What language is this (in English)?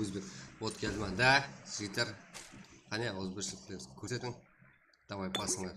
Kara-Kalpak